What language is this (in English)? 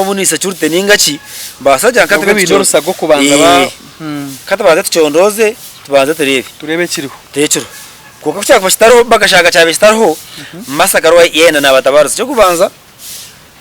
Nyankole